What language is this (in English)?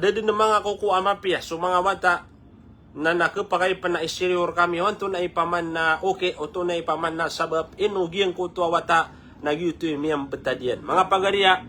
Maranao